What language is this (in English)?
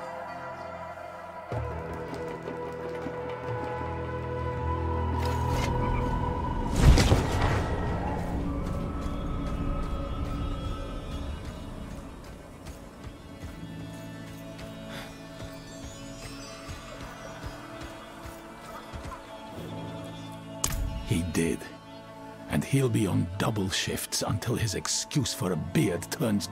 English